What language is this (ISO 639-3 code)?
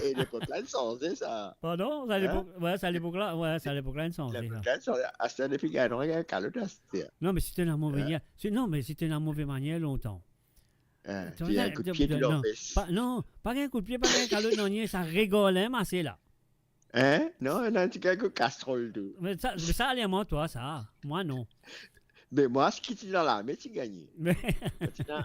mfe